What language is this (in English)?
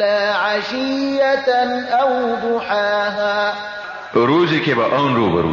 Persian